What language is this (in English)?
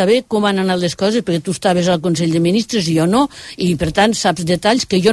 Catalan